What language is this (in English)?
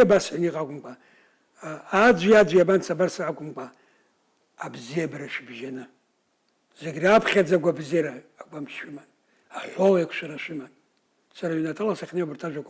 Abkhazian